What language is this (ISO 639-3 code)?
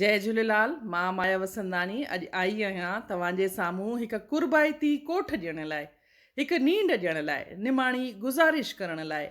snd